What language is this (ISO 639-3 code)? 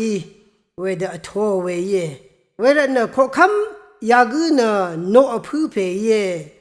raw